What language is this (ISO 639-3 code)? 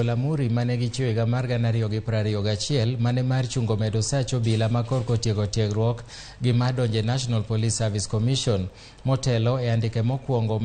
luo